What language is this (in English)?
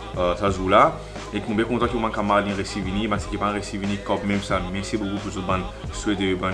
Morisyen